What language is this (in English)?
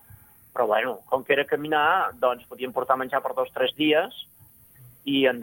Catalan